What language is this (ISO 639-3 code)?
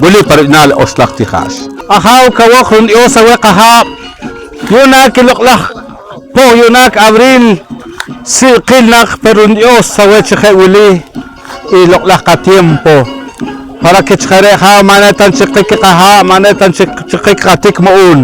poh